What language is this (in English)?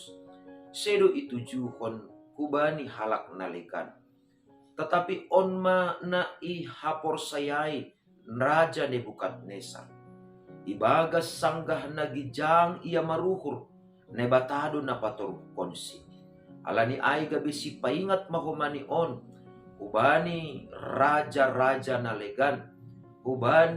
Batak Simalungun